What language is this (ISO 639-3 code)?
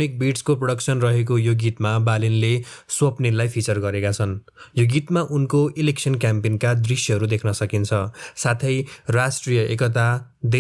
nep